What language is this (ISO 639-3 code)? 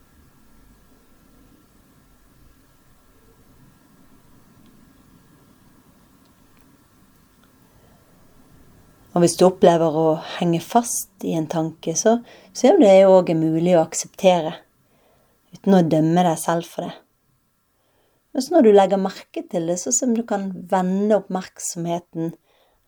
nor